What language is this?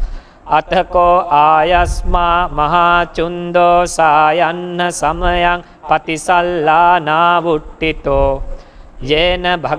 Pali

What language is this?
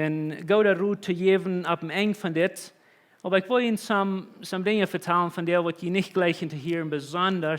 Plautdietsch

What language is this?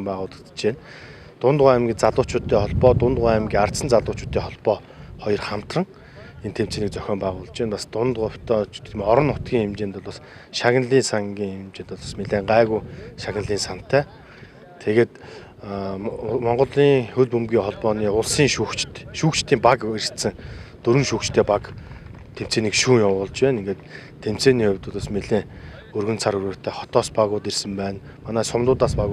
Mongolian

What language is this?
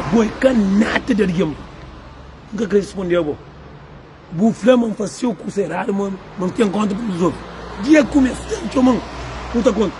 Kabuverdianu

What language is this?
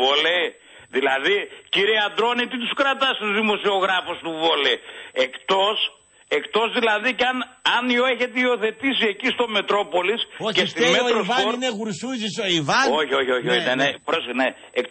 Greek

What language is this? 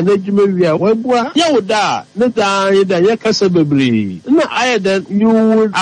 Akan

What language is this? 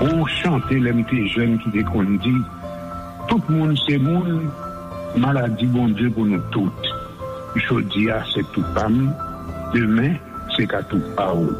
Haitian Creole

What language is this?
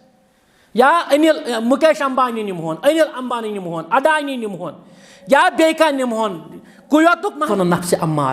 Kashmiri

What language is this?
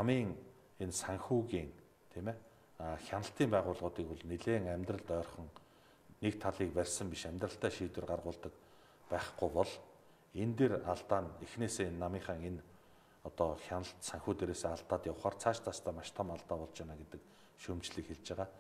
Mongolian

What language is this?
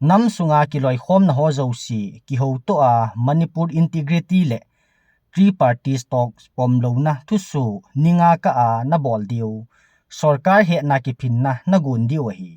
Thado Chin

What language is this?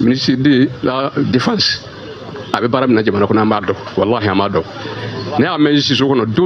Bambara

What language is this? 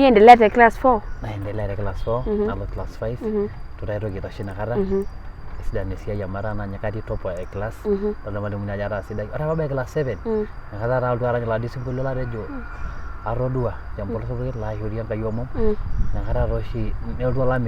Masai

